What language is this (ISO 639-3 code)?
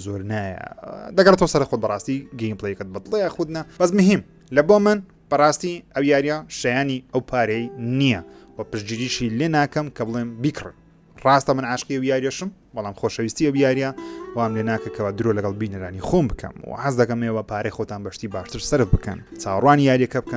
ckb